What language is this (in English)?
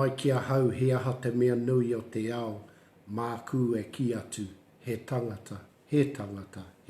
Māori